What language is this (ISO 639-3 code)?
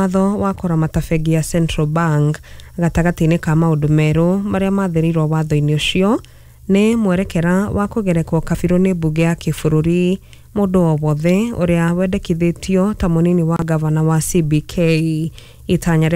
kik